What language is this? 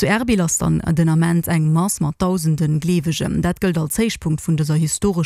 Luxembourgish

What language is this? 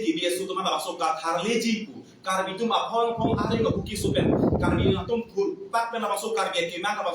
Karbi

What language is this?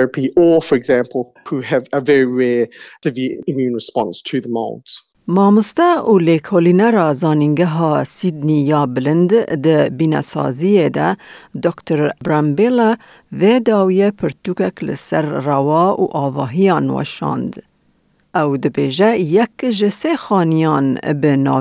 Kurdish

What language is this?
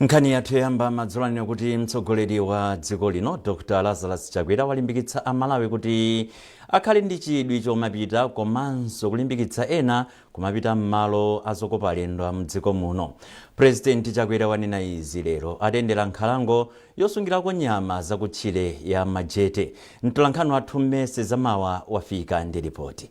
Nyanja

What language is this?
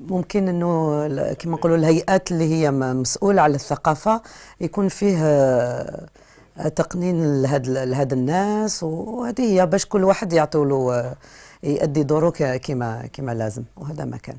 Algerian Arabic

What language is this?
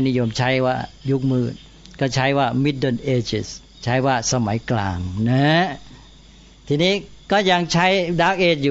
Thai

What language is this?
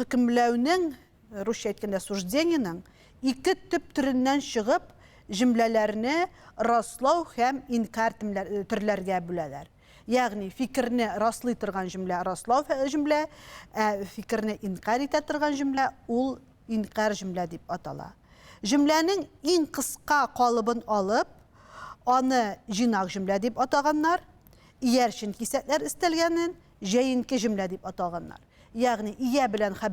Tatar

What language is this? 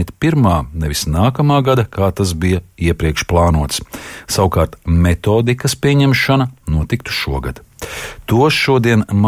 Latvian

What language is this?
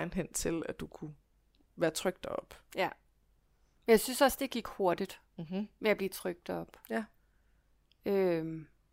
Danish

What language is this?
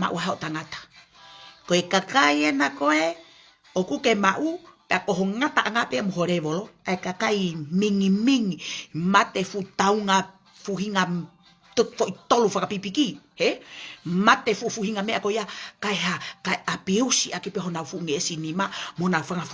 Tongan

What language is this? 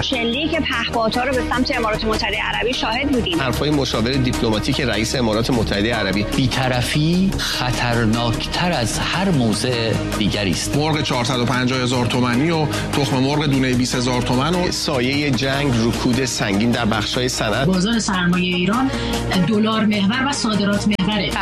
Persian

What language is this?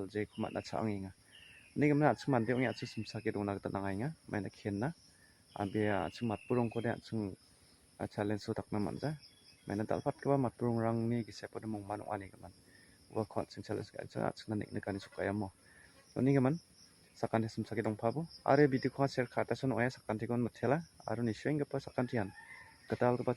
Garo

